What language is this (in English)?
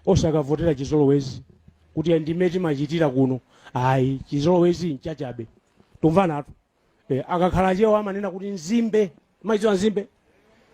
Nyanja